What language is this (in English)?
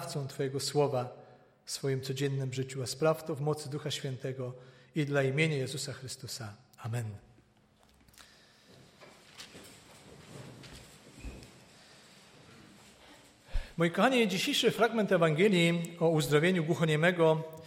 Polish